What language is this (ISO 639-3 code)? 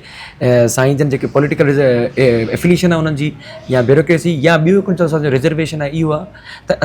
snd